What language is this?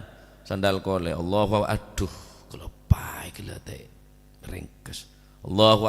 Madurese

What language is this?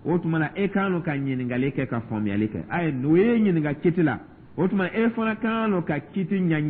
Dyula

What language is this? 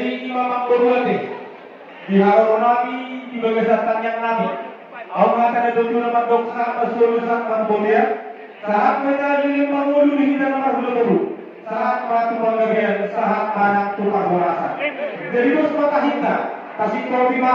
Batak Toba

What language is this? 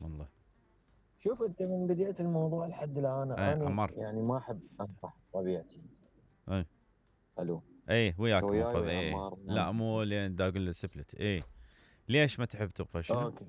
Mesopotamian Arabic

